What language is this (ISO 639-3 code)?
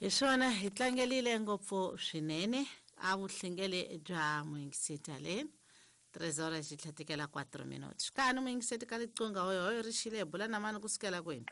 tso